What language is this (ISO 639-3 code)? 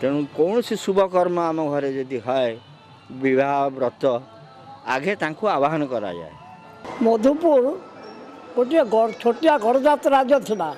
ori